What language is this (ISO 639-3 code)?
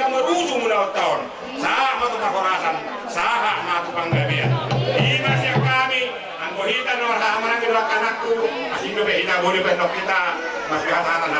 bbc